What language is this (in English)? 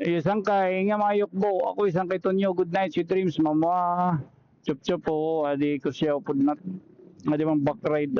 Waray